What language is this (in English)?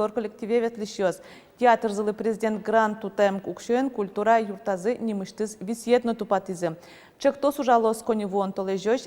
Udmurt